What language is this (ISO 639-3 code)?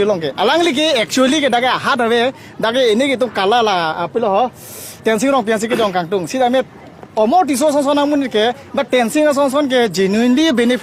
mjw